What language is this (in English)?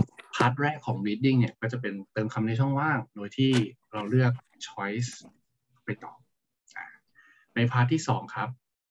Thai